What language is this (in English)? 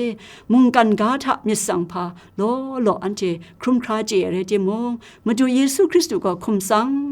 Kachin